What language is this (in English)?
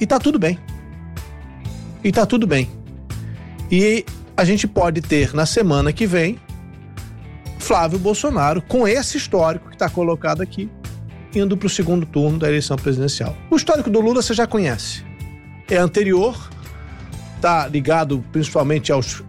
Portuguese